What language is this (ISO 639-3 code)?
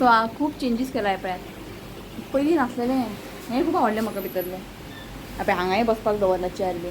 kok